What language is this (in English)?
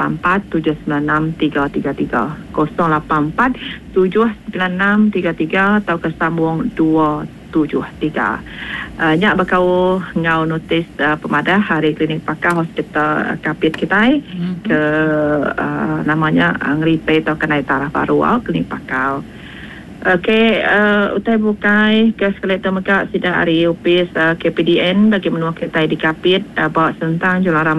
Iban